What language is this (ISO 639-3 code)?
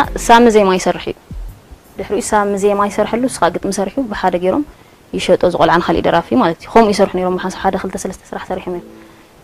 tir